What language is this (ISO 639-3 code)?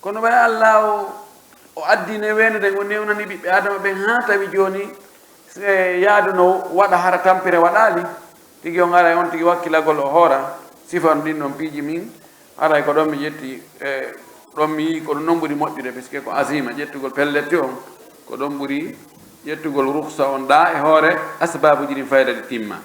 fuf